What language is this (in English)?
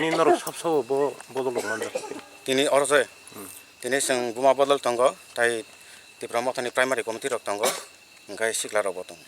Kok Borok